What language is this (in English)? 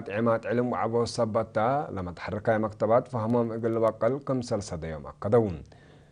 Tigre